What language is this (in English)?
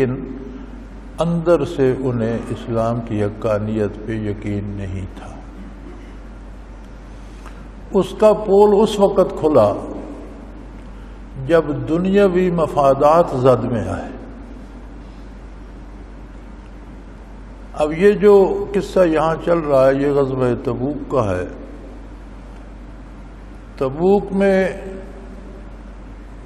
Urdu